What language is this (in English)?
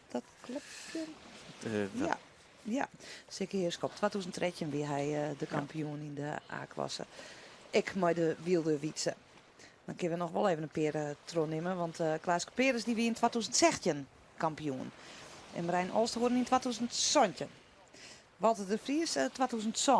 Western Frisian